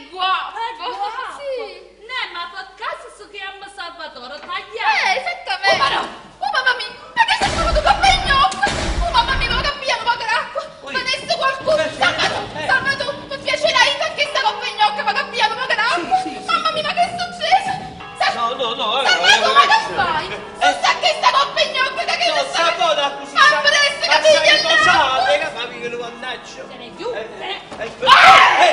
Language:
Neapolitan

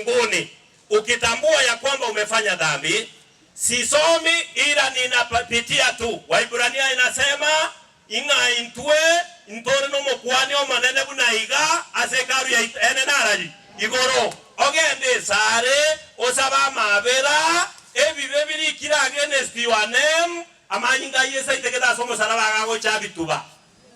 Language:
Gusii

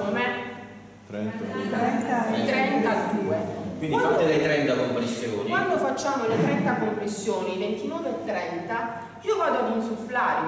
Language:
Italian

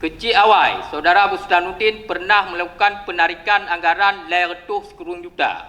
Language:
Achinese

